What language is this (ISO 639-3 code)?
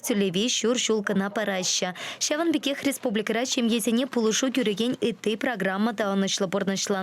chv